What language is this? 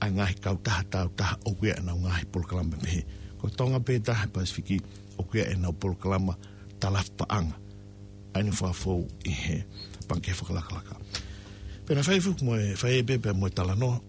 Tongan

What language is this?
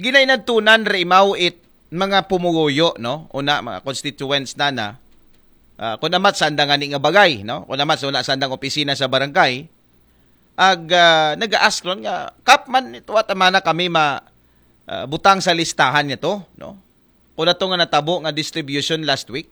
Aklanon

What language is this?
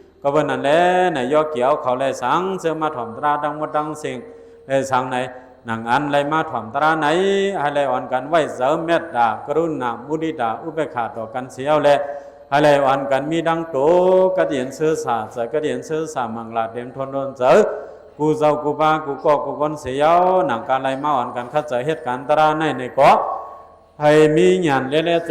Shan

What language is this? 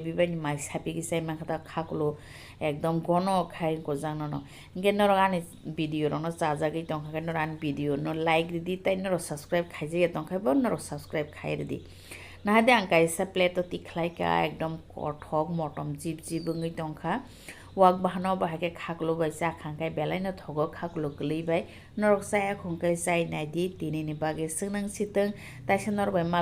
Kok Borok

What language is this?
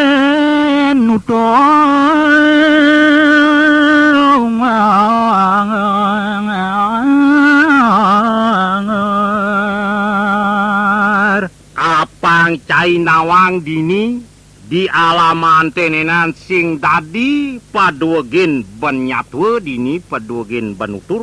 Balinese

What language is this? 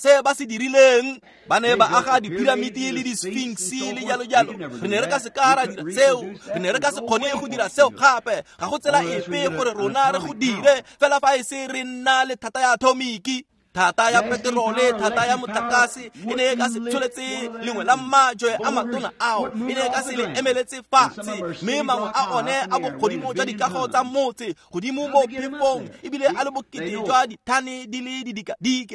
Tswana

